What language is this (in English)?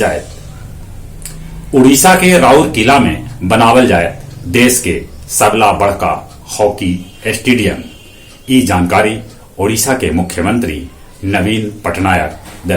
Magahi